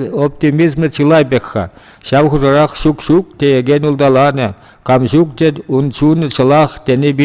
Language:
Chuvash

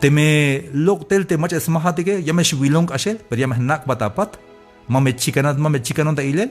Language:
Tzeltal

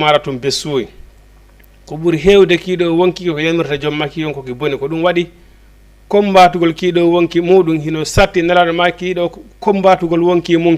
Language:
Fula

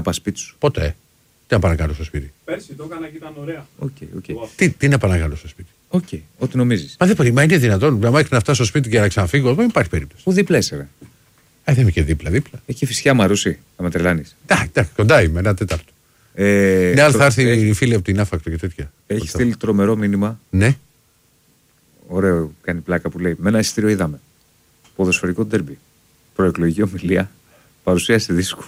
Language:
Greek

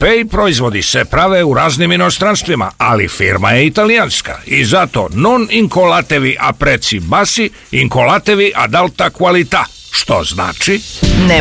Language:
Serbian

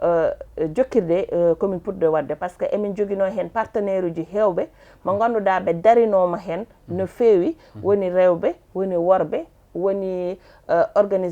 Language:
Fula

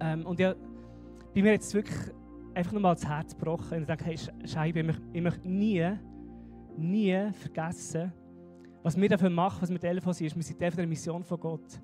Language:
Swiss German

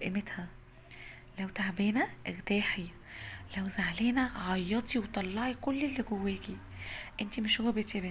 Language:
Egyptian Arabic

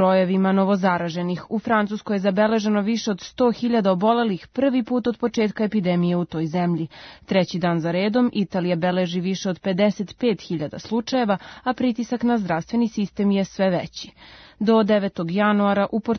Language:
Serbian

